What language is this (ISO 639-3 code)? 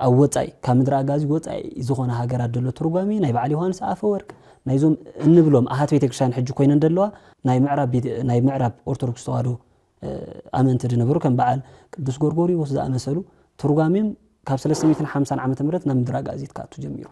tir